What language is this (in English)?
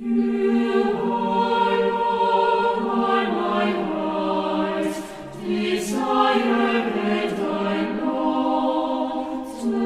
South Bolivian Quechua